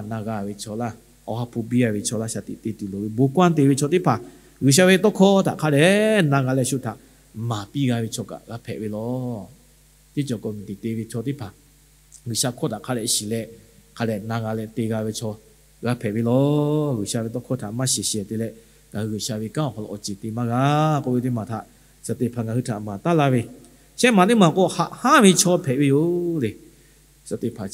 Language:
Lahu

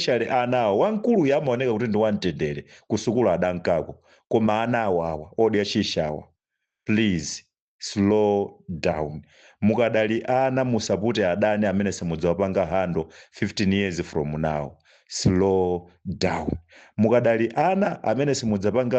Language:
Nyanja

